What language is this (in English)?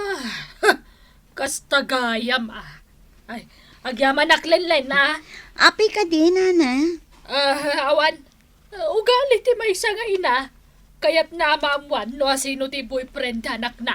Iloko